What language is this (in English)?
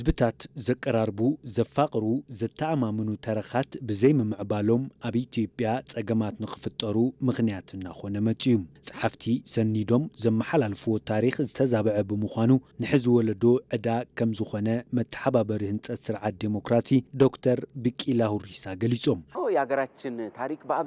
Tigrinya